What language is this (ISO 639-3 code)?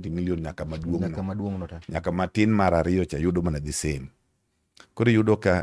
luo